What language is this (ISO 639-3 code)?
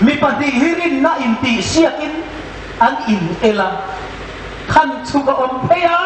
hmr